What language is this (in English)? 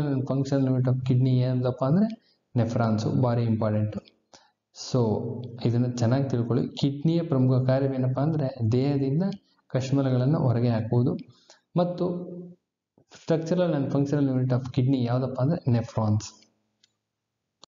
Kannada